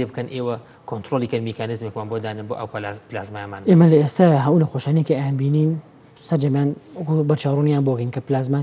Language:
Central Kurdish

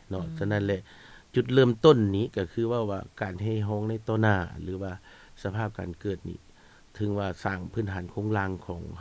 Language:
Lao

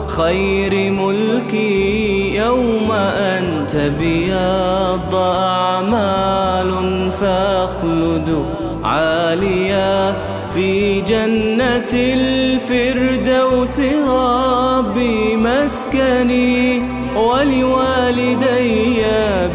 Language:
Arabic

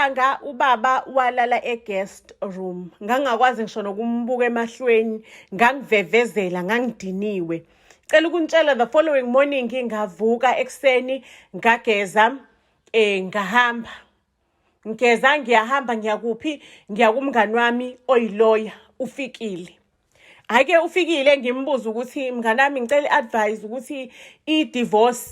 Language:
Zulu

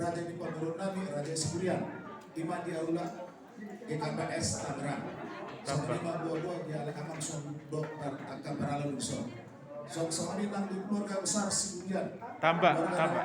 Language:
Batak Toba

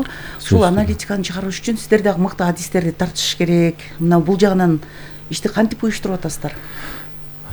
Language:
Kyrgyz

